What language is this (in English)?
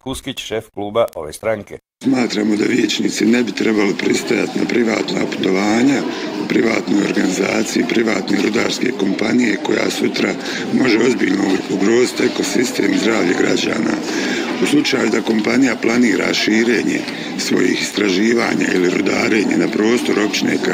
Bosnian